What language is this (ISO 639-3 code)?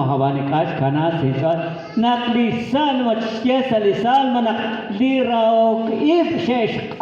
kek